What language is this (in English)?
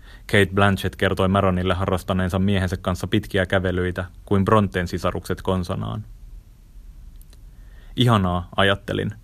Finnish